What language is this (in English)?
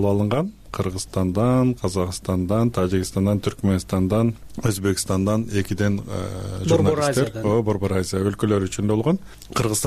Kyrgyz